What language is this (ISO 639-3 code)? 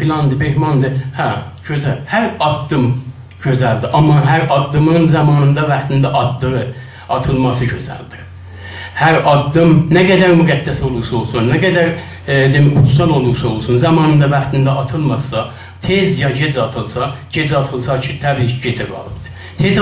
azb